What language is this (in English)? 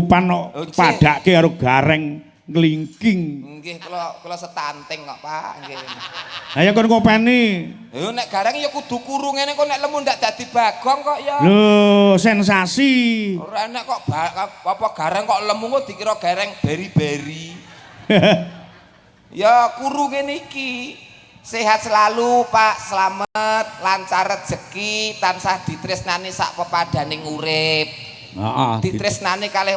Javanese